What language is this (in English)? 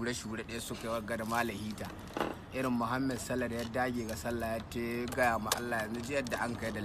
Hausa